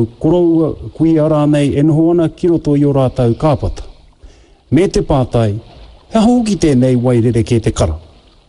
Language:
Māori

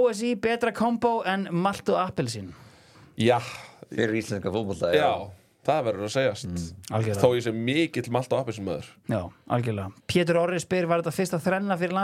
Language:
Icelandic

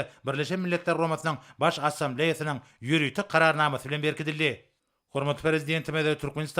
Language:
Turkmen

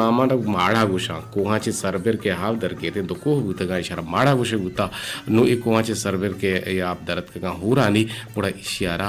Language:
Eastern Balochi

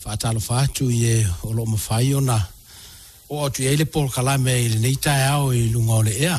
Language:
Samoan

